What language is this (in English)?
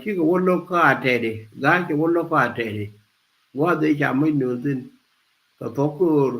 Nuer